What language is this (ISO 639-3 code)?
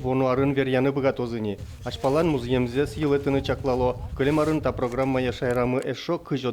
udm